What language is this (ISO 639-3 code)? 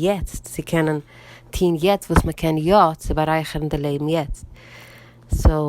yid